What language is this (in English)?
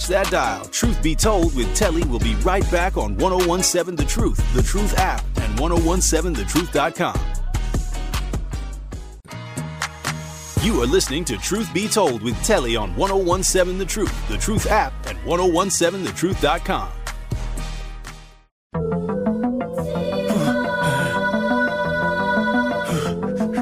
English